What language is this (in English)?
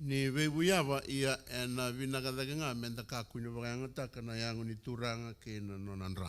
Fijian